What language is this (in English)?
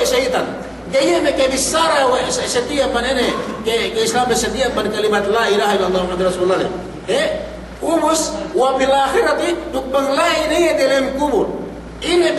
Yakan